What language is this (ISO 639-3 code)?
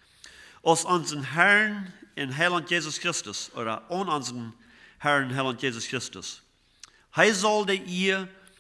pdt